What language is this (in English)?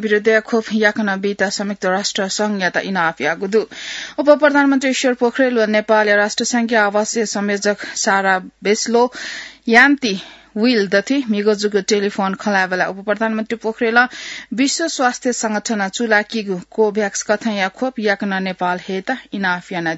Newari